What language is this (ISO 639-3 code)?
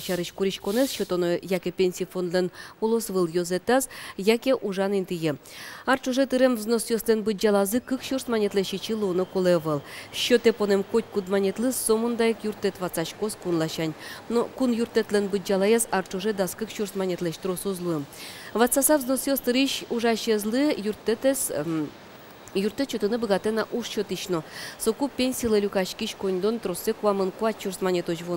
udm